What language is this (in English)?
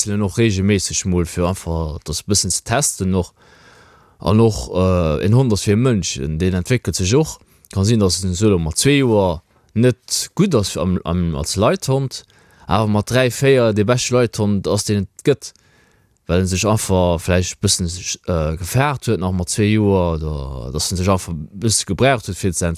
Luxembourgish